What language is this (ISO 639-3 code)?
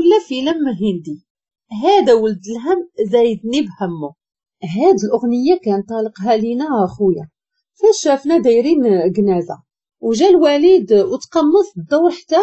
ary